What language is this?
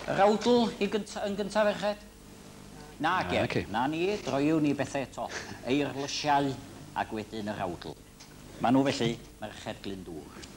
Welsh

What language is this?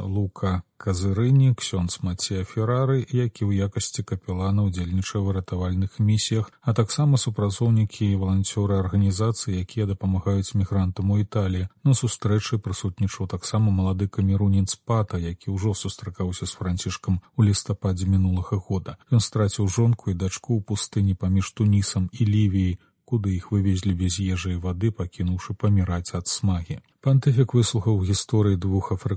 Belarusian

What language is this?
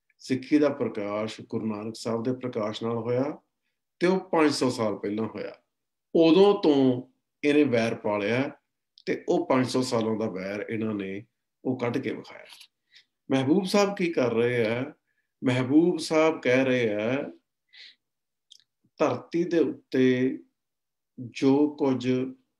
Punjabi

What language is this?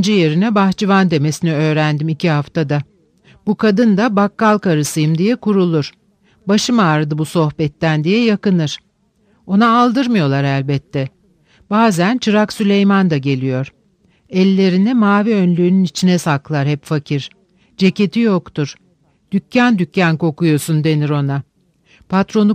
Turkish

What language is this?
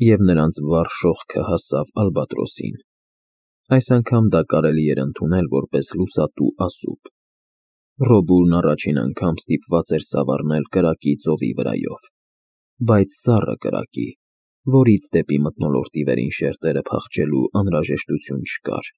Armenian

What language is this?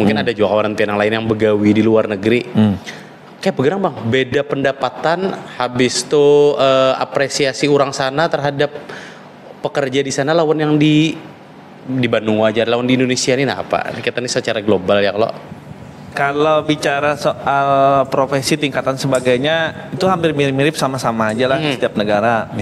Banjar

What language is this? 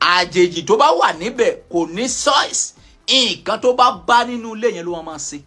Yoruba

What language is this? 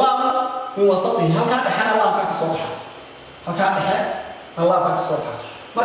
Somali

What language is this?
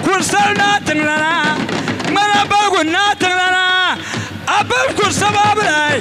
Dagbani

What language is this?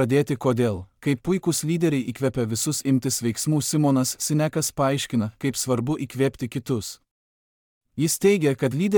Lithuanian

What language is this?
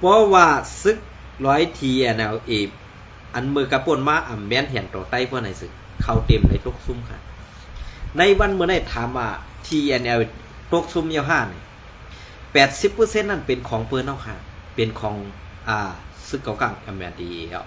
Shan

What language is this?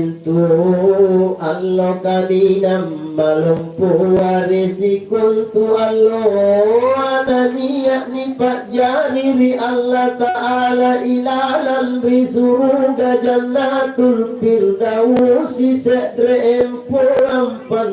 Makasar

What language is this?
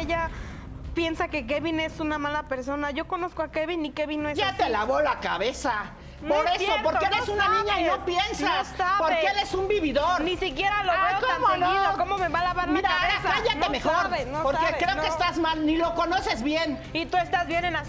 Spanish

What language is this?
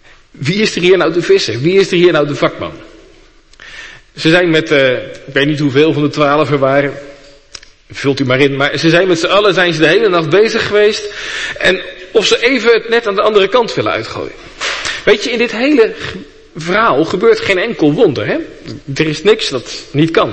Dutch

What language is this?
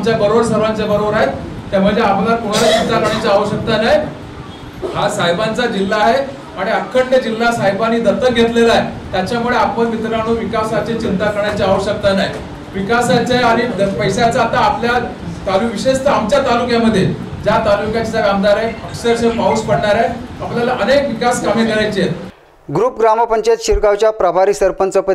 Marathi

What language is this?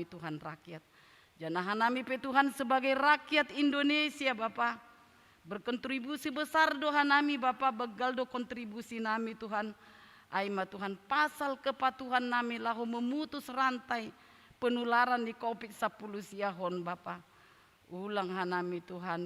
Batak Simalungun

